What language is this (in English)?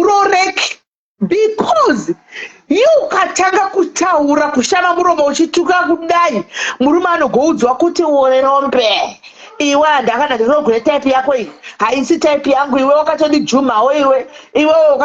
Shona